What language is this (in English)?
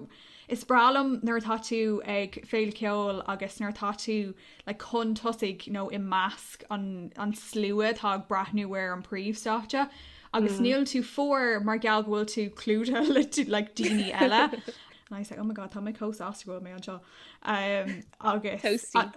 Irish